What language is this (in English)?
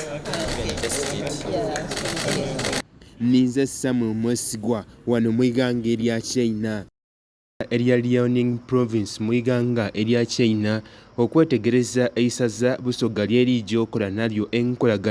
Soga